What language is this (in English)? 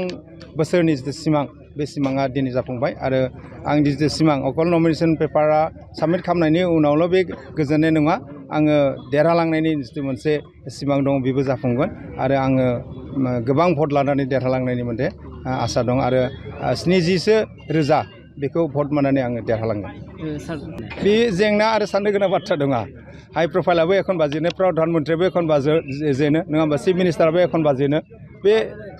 Bodo